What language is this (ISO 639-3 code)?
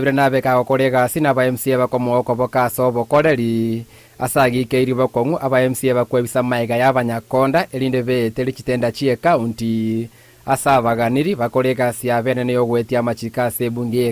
guz